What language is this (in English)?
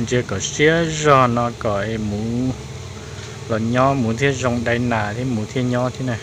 Hmong